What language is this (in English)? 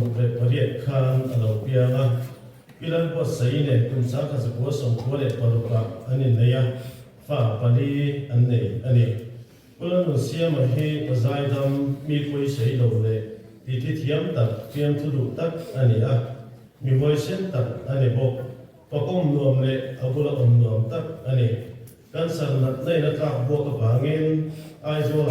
Mizo